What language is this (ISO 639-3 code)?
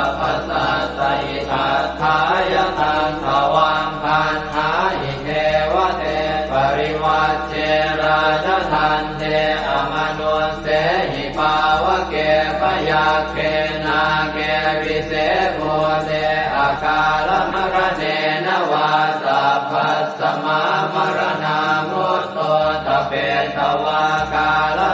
pli